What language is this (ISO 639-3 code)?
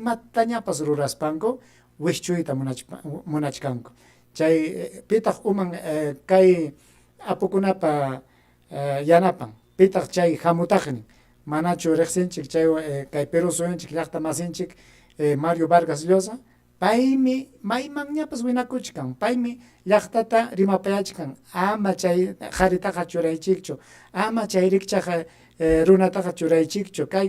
quy